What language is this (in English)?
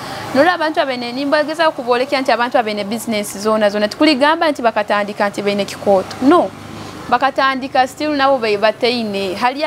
Nyoro